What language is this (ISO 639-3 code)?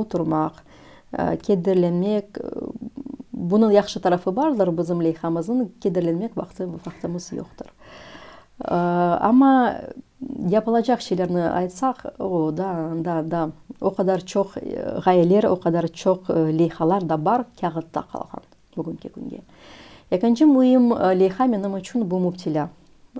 crh